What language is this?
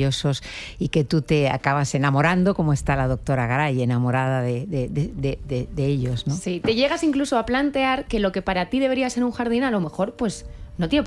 Spanish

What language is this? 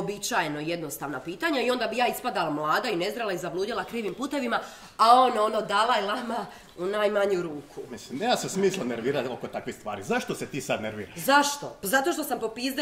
Croatian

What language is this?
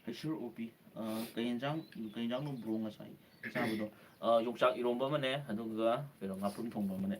Manipuri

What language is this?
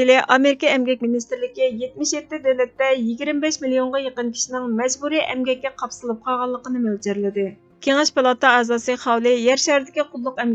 Uyghur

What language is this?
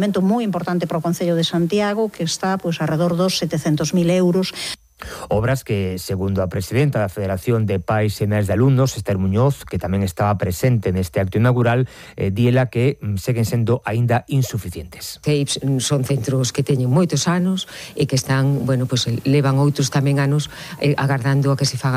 Galician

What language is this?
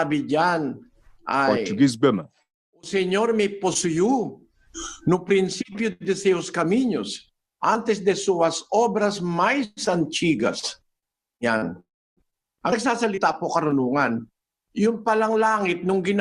Ewe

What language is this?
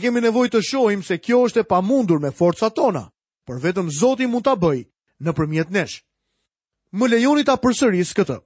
Albanian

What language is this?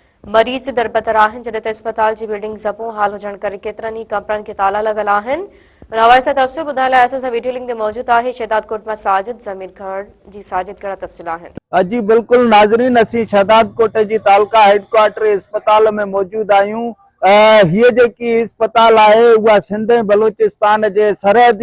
Sindhi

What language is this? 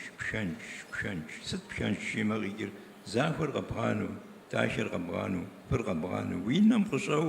Kabardian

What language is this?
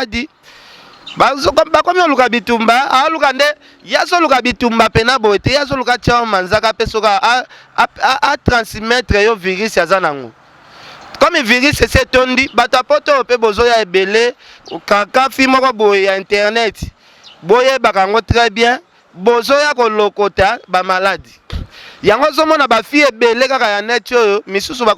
Lingala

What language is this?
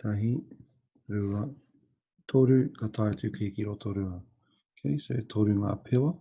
Māori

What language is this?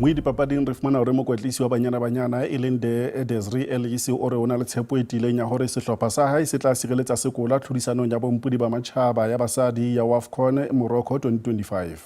Southern Sotho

